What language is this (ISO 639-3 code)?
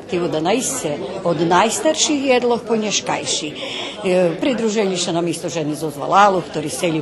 rue